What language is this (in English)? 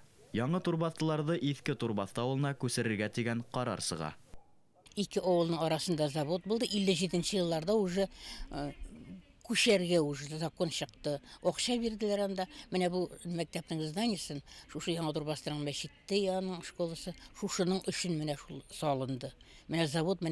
Bashkir